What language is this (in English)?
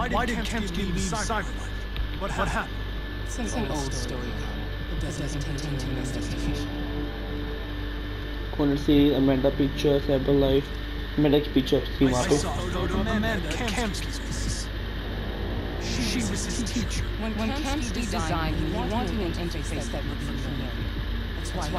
Hindi